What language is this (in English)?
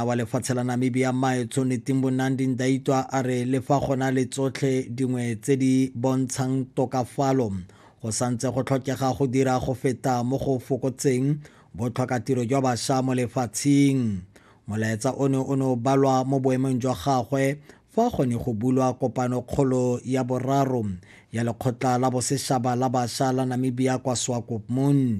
Tswana